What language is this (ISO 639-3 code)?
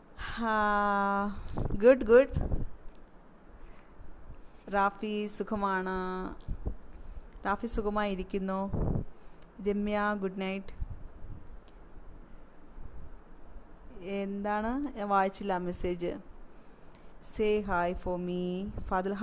mal